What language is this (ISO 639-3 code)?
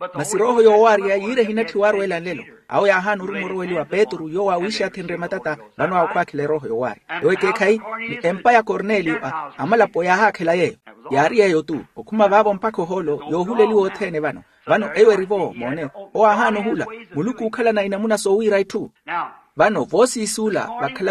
vmw